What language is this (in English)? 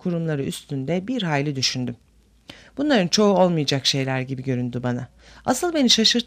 Turkish